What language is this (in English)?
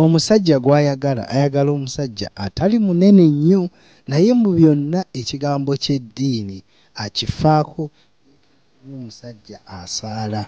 Ganda